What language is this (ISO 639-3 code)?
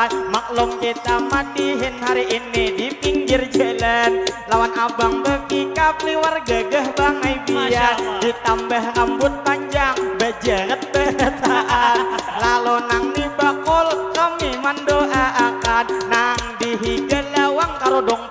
bjn